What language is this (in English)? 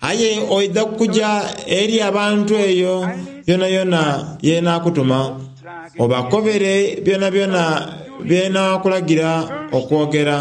Soga